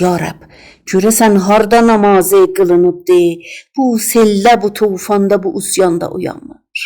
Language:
South Azerbaijani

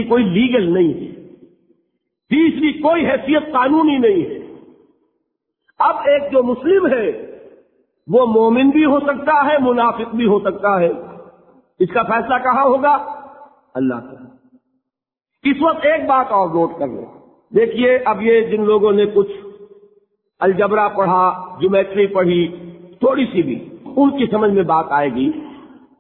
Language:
Urdu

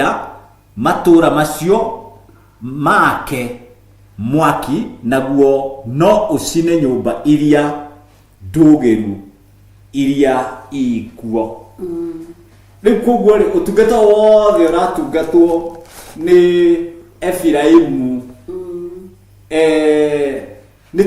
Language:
Kikuyu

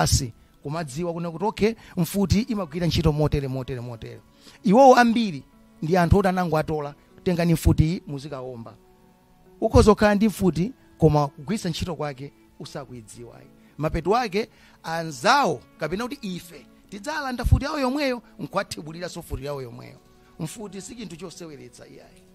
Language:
Nyanja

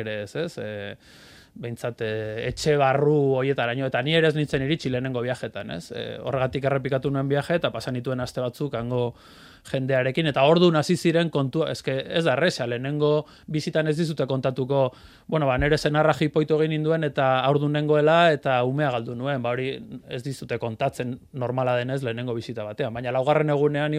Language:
Basque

